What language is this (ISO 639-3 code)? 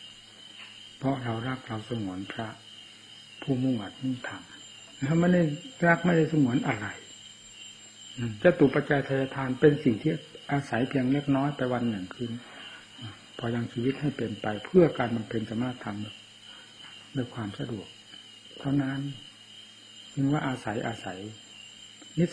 tha